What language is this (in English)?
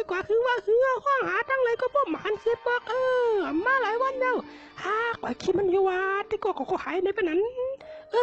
Shan